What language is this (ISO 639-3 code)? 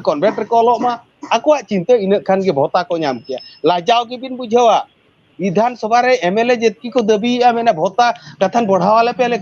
sat